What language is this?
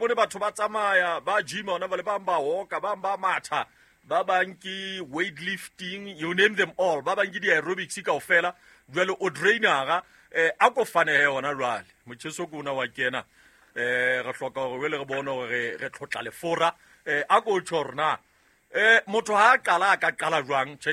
Southern Sotho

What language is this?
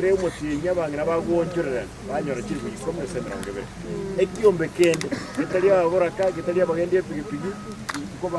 Gusii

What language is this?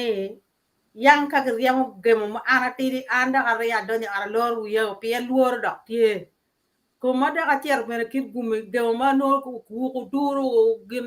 Acoli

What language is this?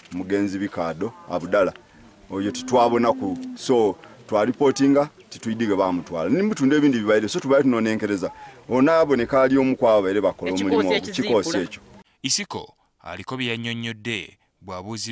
Ganda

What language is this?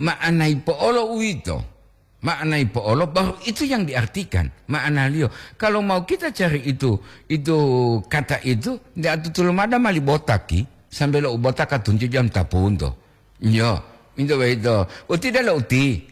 Gorontalo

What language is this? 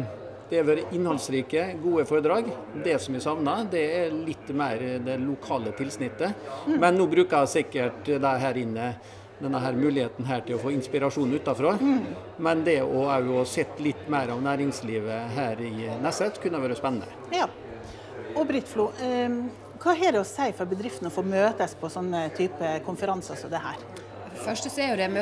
Norwegian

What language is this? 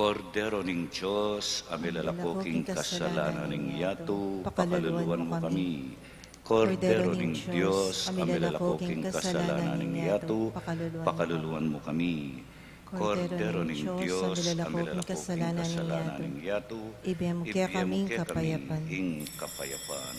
Pampanga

